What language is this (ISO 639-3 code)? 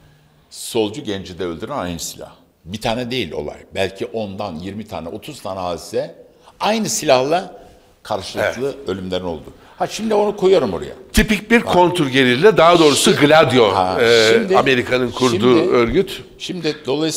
tur